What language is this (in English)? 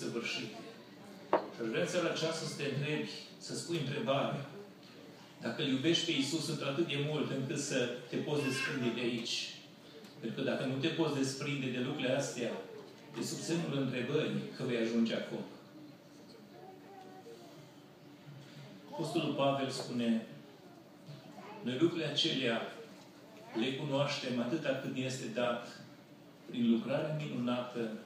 Romanian